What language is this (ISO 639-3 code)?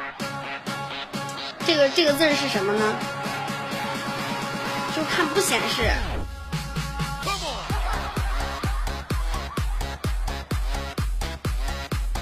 zho